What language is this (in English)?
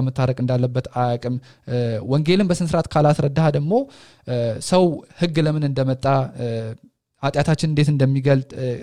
Amharic